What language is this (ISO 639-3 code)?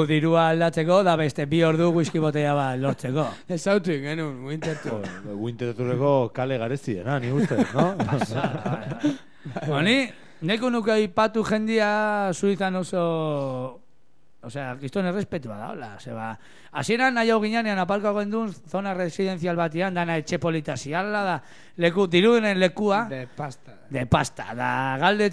eus